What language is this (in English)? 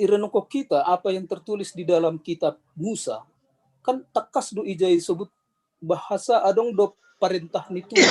Batak Simalungun